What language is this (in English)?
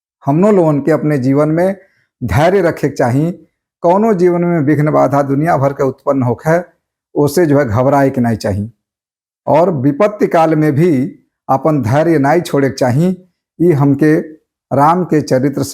Bhojpuri